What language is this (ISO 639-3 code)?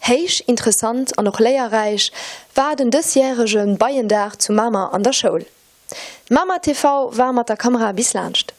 ltz